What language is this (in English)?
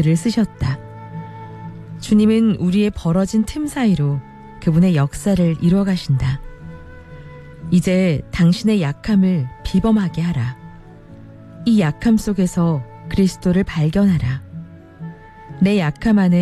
Korean